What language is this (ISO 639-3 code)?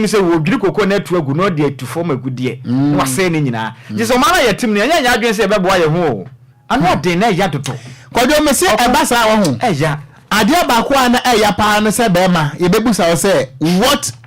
aka